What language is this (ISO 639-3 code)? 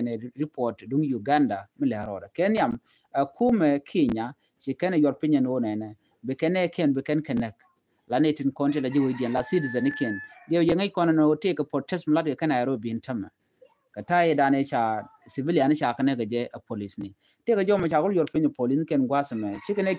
nus